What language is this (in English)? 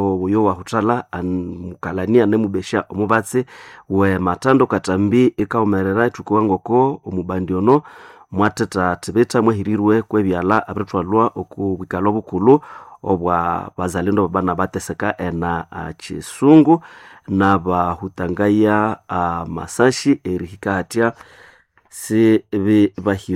Nande